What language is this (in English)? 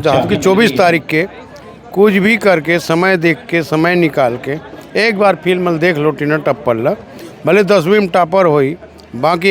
Chhattisgarhi